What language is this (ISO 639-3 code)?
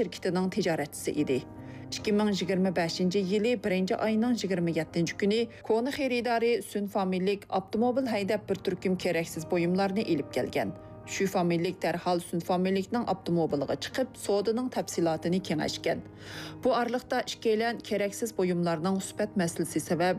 uig